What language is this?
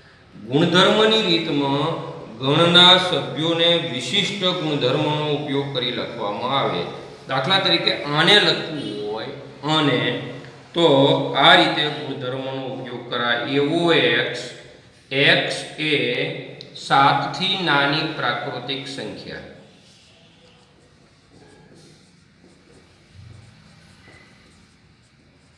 Gujarati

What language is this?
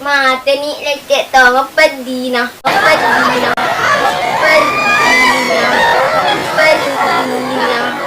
Buginese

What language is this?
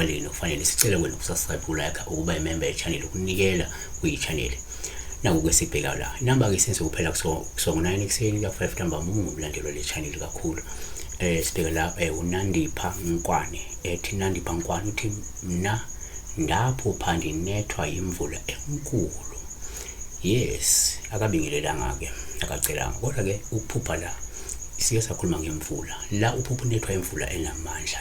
Zulu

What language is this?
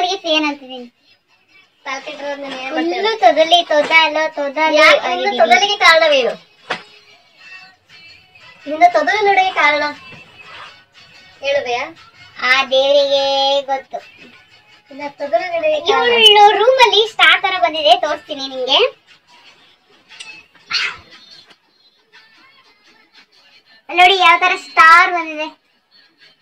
Kannada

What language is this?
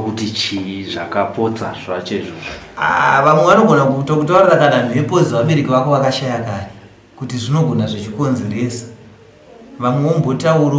Shona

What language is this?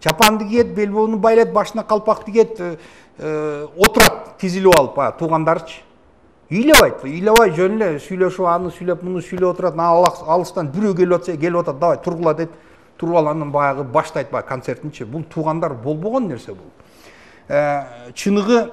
Kyrgyz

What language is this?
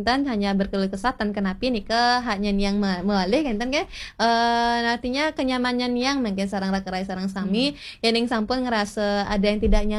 Balinese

